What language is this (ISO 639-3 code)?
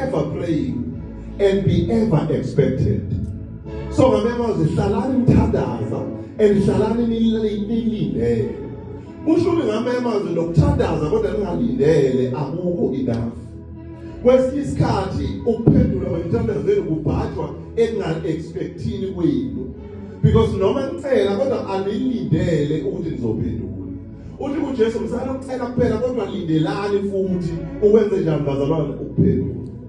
zul